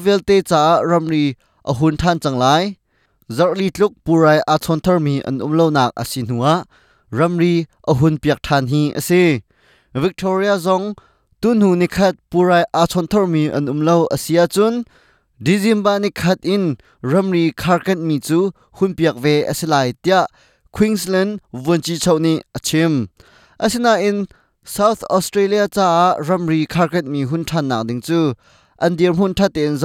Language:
Hakha Chin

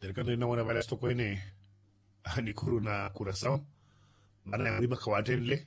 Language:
Makhuwa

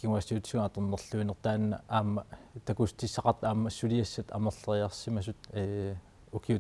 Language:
Kalaallisut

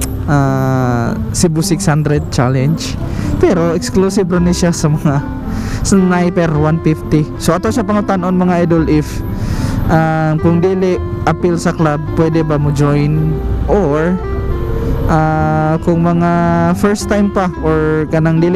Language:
Cebuano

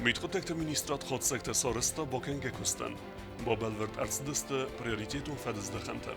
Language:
Ossetic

